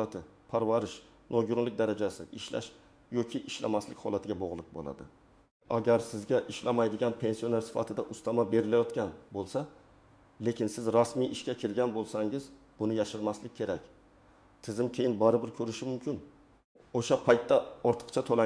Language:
Uzbek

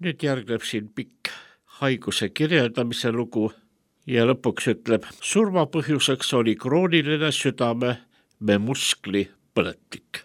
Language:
Estonian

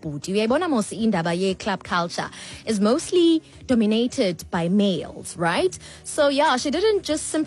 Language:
Xhosa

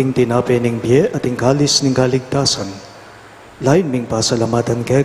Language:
Pampanga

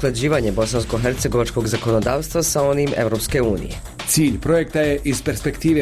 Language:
Bosnian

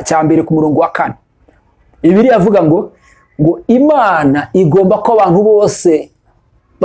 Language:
Rundi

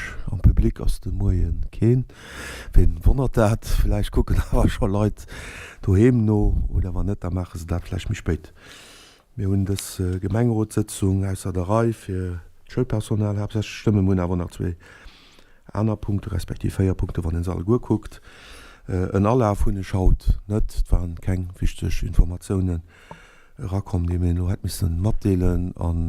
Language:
Luxembourgish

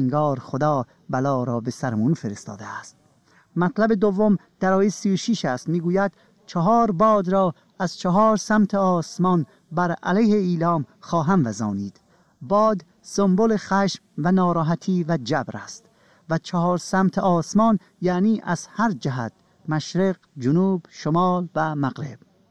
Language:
Persian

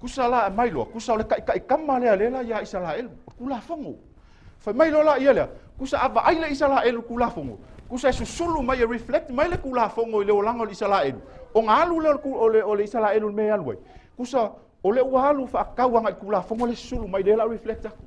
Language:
Samoan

